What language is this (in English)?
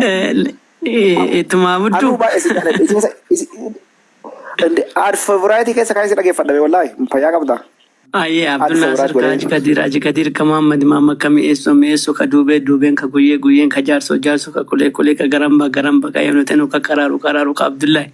Oromo